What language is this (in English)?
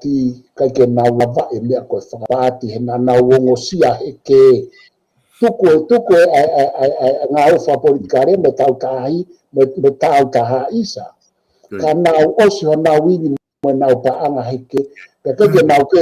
Tongan